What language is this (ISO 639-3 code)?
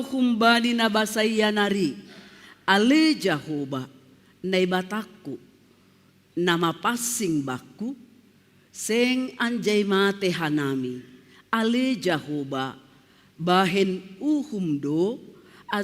bts